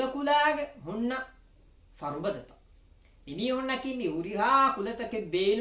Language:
Divehi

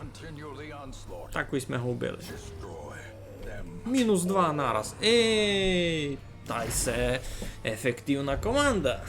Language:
Rusyn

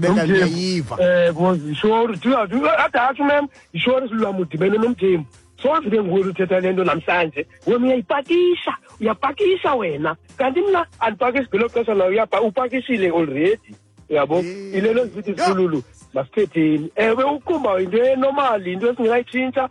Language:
Xhosa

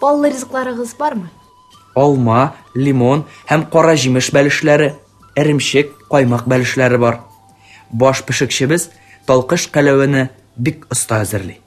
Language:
Tatar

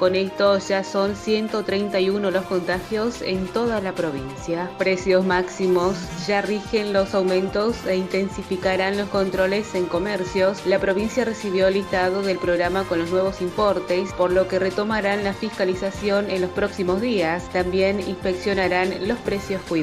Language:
Spanish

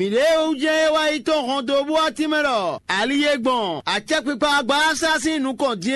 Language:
Fon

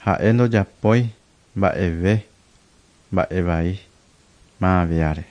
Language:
Guarani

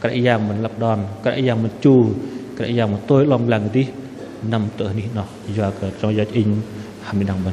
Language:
Bahnar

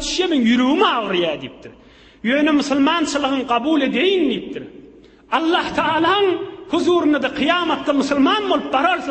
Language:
Turkmen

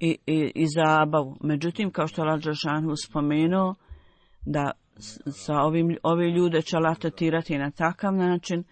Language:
Bosnian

